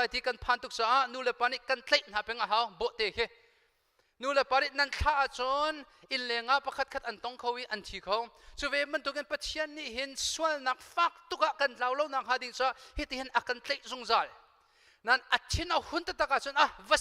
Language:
Hakha Chin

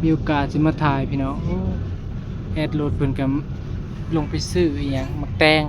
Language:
Northeastern Thai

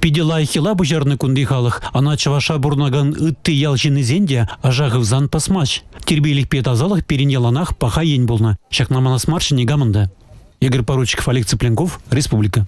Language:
Chuvash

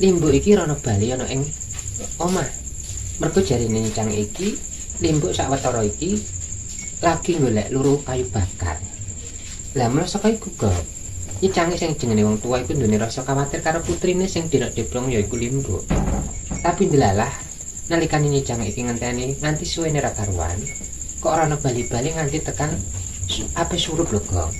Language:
Javanese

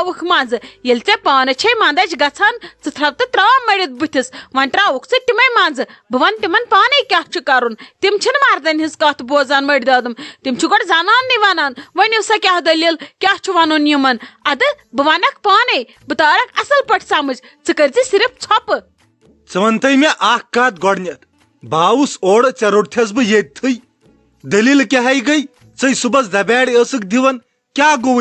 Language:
Kashmiri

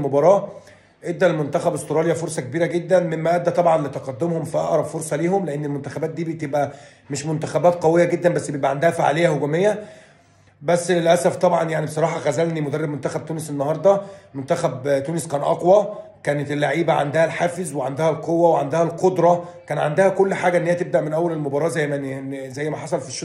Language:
Egyptian Arabic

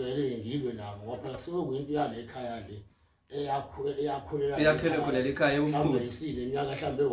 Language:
Zulu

